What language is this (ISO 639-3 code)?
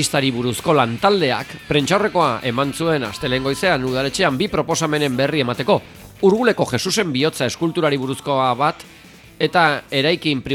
eus